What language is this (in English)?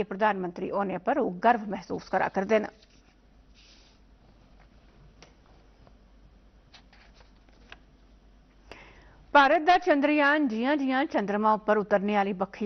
Punjabi